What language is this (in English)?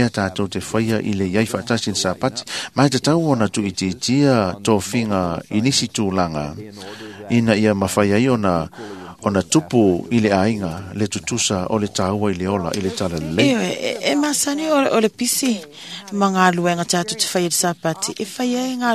Samoan